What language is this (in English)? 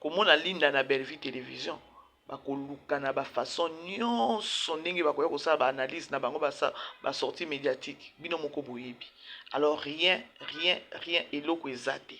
Lingala